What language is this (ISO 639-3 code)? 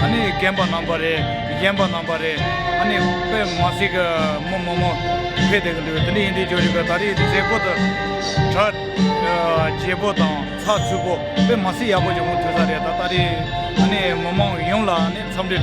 bod